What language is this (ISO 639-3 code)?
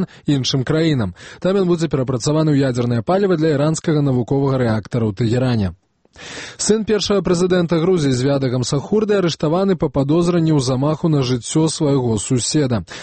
bel